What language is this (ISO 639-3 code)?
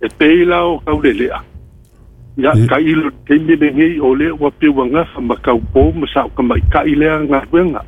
smo